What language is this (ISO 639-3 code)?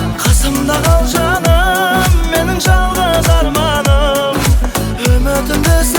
kaz